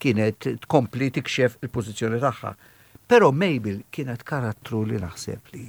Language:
Maltese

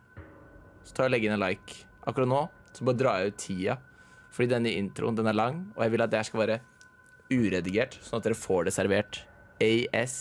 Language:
Norwegian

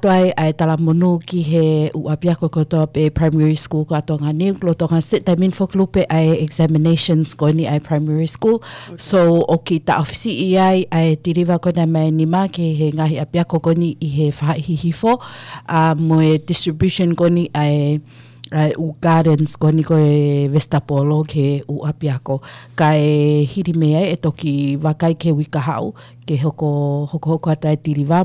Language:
Tongan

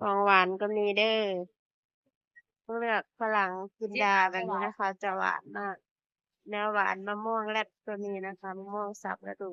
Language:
Northeastern Thai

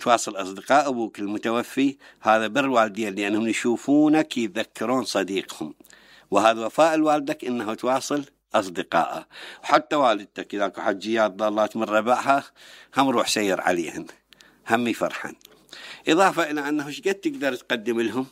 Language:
Mesopotamian Arabic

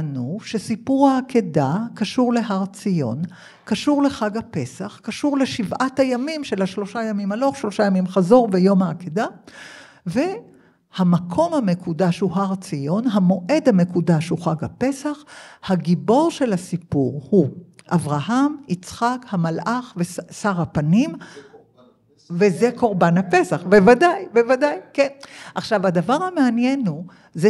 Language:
Hebrew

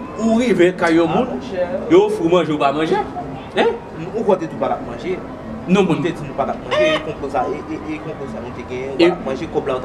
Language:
Haitian Creole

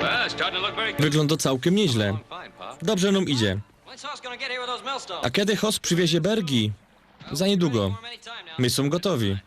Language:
Silesian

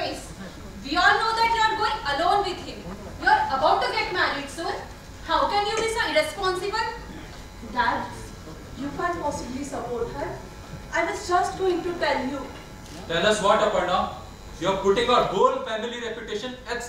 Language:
English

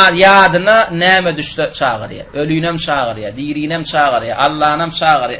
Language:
Turkmen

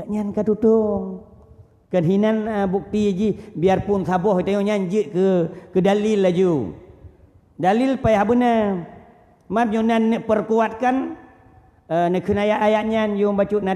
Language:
Achinese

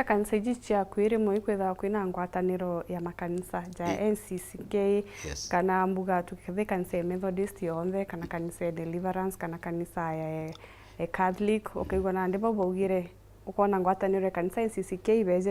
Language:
Meru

